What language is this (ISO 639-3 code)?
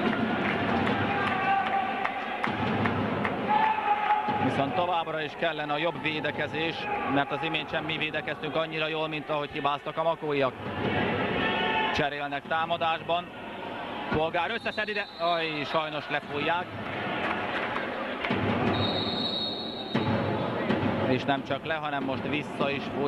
hun